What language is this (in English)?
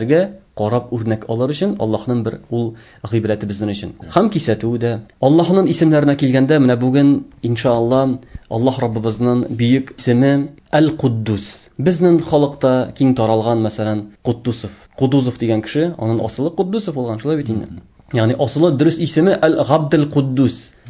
Tatar